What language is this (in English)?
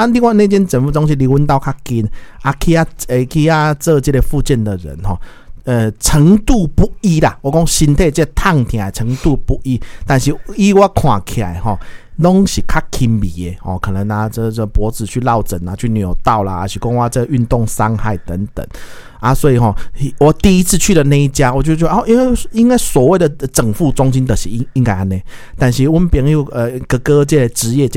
Min Nan Chinese